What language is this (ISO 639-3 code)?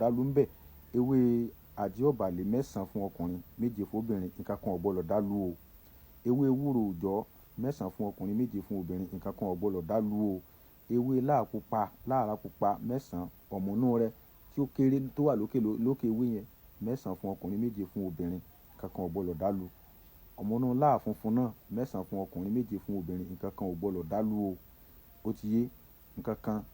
yor